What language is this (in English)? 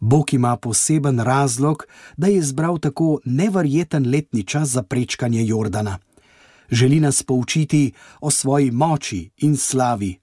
Slovenian